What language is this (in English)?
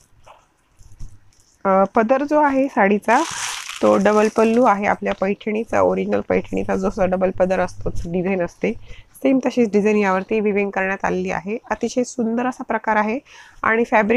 Marathi